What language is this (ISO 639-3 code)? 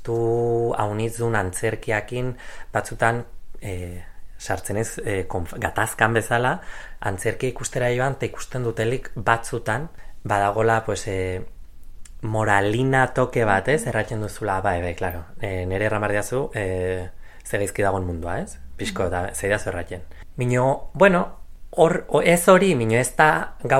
eus